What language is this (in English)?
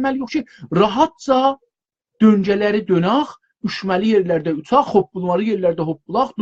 South Azerbaijani